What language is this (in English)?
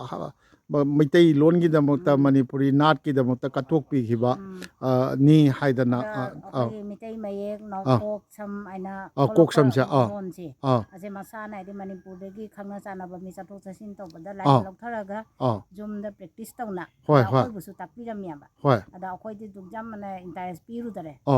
Manipuri